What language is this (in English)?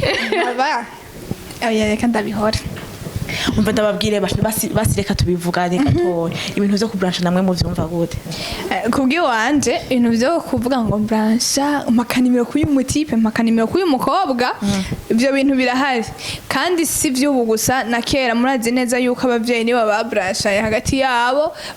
Rundi